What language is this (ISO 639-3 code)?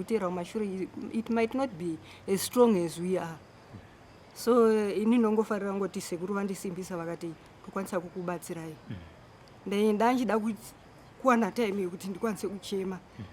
sna